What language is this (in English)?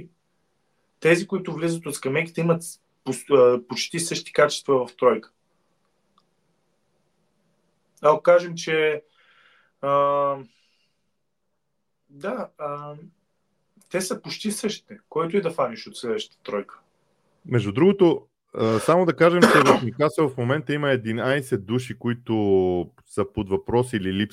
Bulgarian